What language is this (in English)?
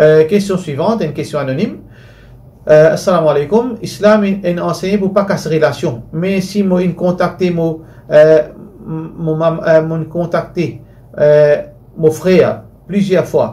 Morisyen